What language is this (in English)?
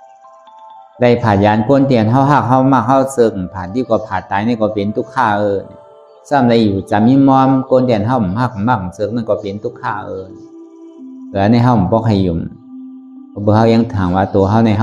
Shan